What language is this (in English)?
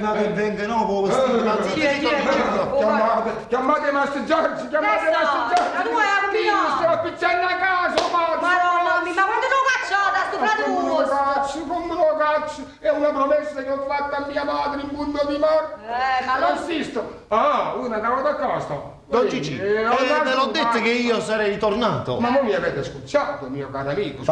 Neapolitan